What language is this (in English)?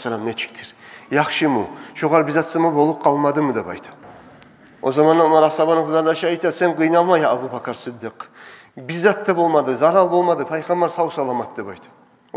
Kumyk